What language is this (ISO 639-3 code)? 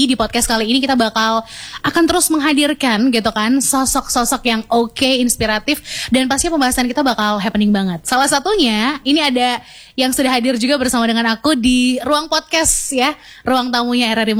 ind